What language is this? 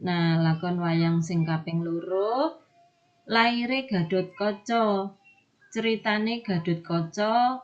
Javanese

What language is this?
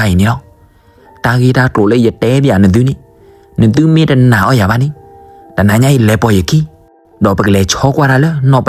S'gaw Karen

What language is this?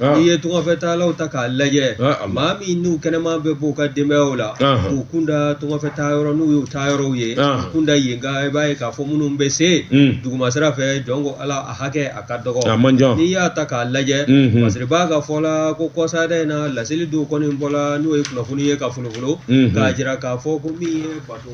Bambara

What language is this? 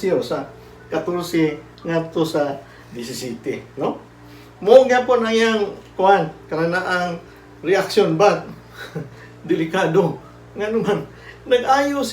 Cebuano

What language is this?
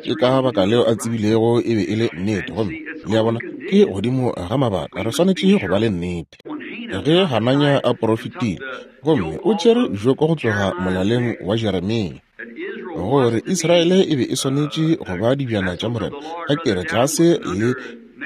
Northern Sotho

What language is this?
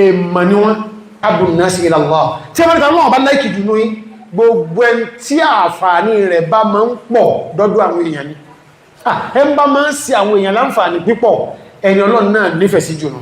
Yoruba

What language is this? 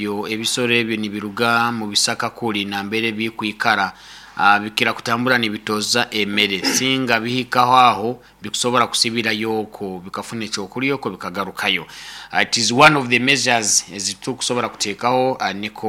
Nyoro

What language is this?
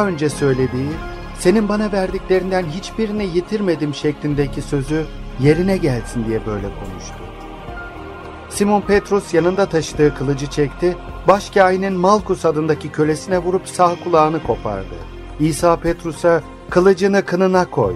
Turkish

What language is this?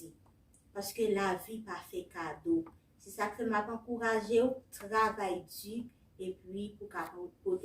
Haitian Creole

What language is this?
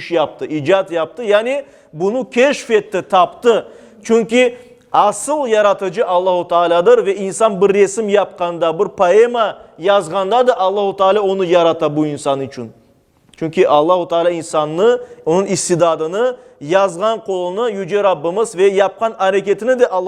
Crimean Tatar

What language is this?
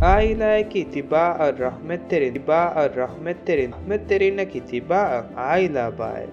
Divehi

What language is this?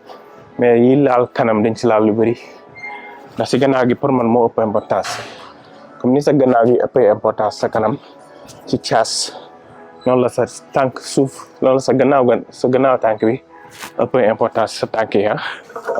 Wolof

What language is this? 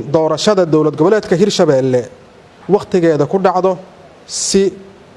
Somali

